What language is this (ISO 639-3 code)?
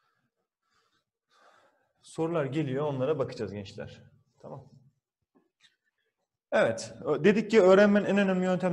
tur